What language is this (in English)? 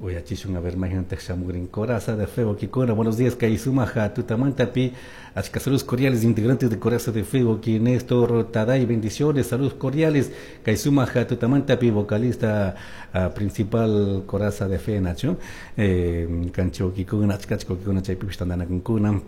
Chimborazo Highland Quichua